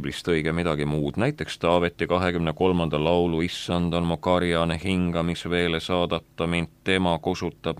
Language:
Estonian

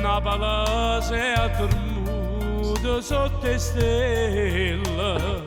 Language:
Neapolitan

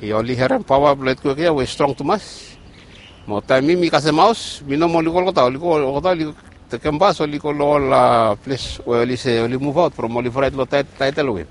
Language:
Bislama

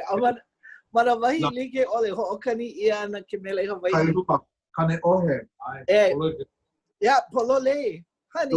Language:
Hawaiian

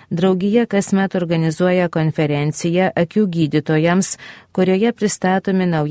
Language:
Lithuanian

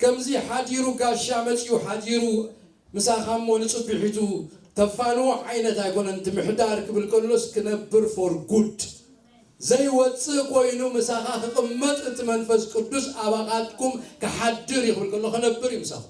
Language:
Tigrinya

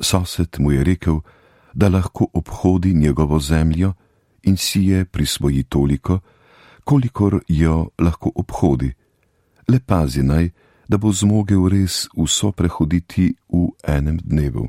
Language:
Slovenian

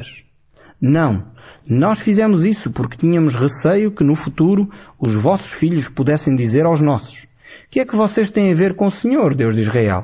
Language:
Portuguese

